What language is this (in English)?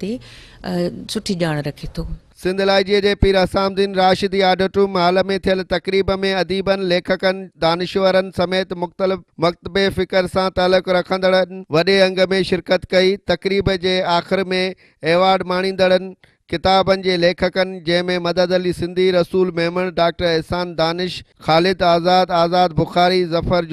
Sindhi